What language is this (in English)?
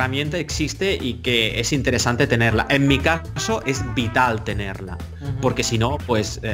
Spanish